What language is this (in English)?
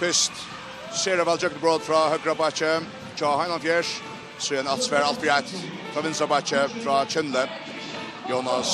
Faroese